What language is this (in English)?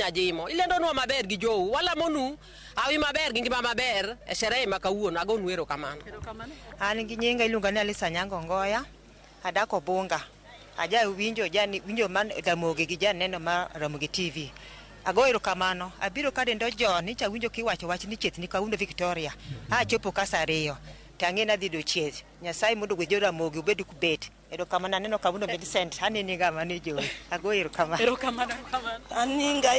Luo (Kenya and Tanzania)